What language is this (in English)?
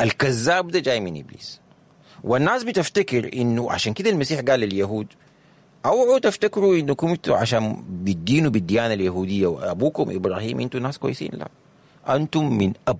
Sudanese Arabic